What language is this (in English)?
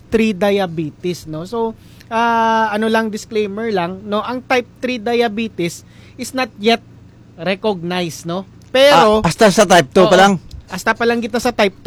Hiligaynon